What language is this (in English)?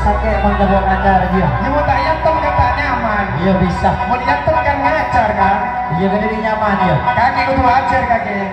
Madurese